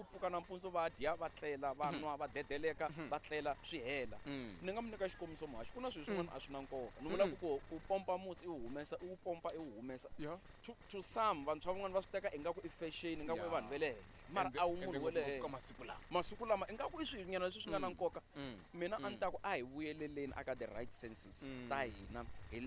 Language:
Tsonga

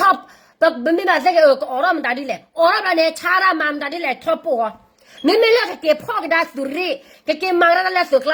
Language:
S'gaw Karen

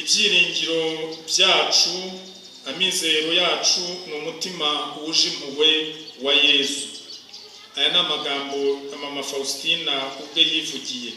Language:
Kinyarwanda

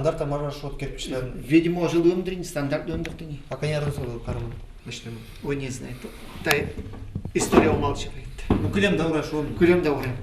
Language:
Udmurt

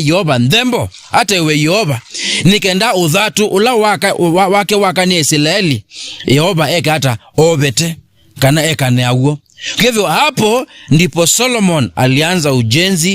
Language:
Kamba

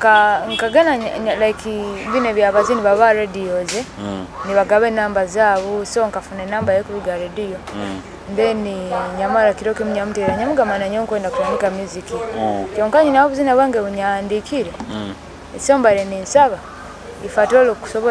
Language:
Nyoro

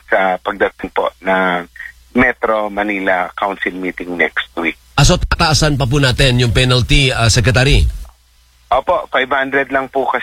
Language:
Filipino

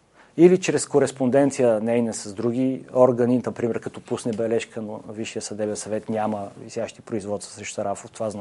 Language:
Bulgarian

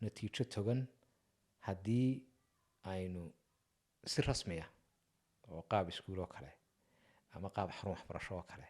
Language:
Somali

